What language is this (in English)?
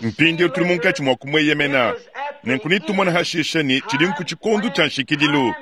Luba-Lulua